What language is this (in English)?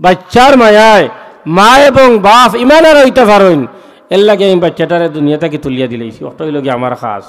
Sylheti